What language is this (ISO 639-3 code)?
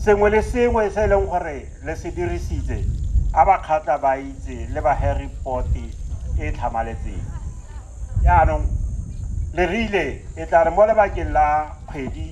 tsn